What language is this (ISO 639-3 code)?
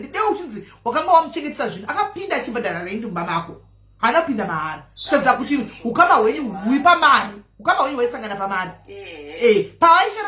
sna